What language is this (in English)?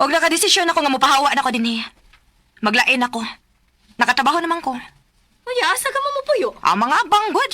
Cebuano